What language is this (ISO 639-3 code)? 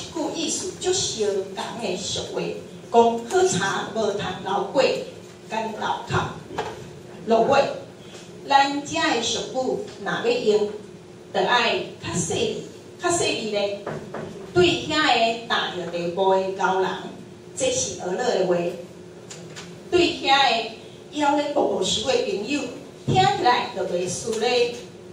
nan